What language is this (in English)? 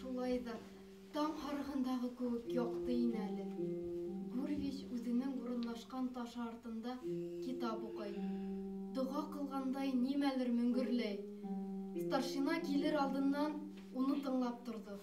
Bashkir